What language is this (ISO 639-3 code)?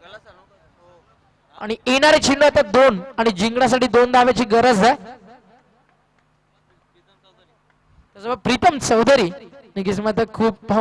mar